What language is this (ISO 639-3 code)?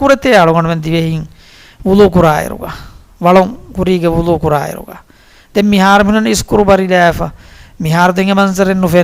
div